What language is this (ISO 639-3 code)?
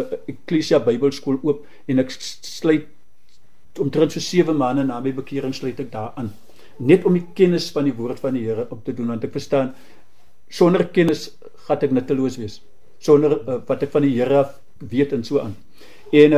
afr